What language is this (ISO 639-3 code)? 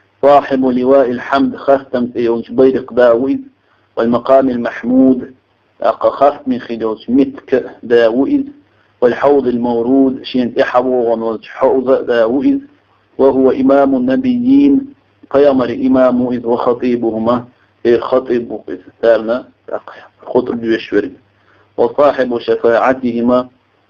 che